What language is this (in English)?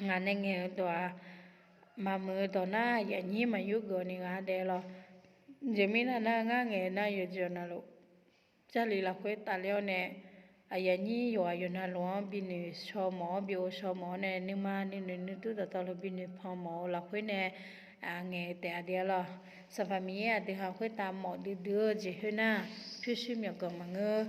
Akha